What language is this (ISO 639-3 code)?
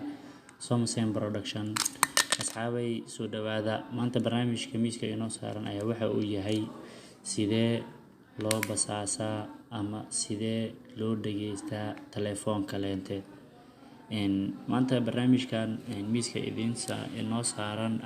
som